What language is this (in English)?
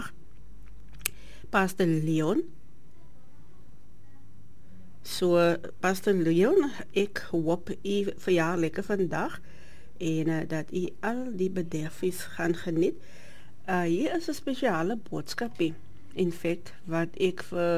Afrikaans